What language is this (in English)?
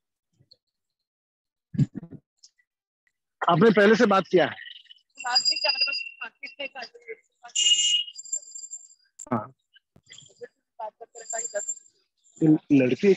Hindi